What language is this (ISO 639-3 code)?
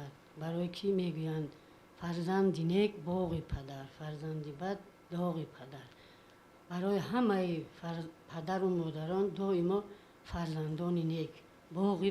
tgk